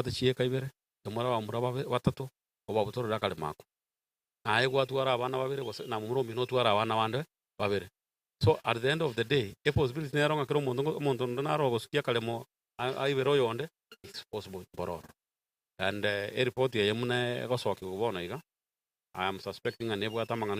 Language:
Gusii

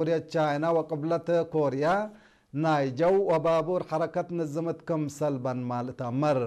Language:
Tigre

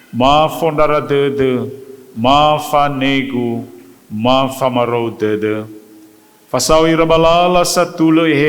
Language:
Nias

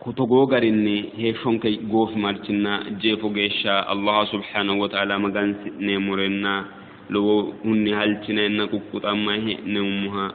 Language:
Sidamo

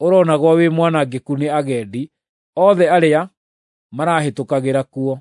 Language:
Kikuyu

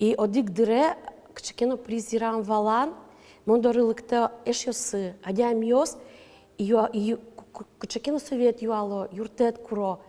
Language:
Udmurt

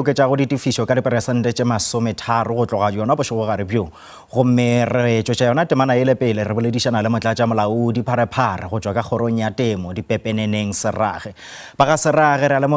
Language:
Northern Sotho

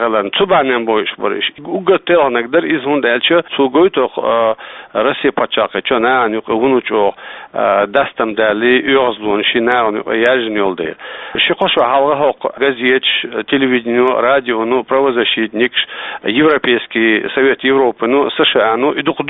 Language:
Chechen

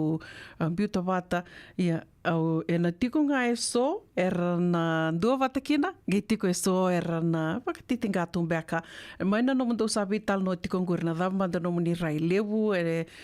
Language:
Fijian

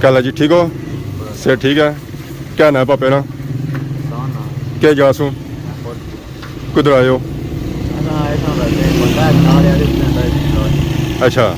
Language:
Pahari-Potwari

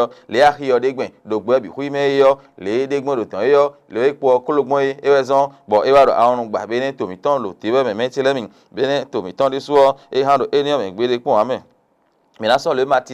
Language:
Fon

